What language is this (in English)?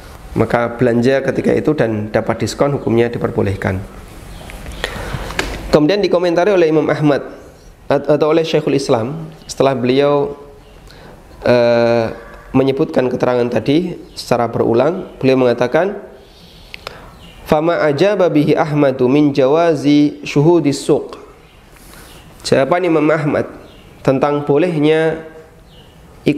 Indonesian